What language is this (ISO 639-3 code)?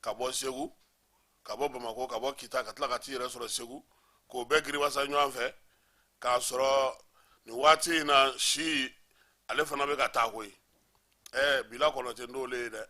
bam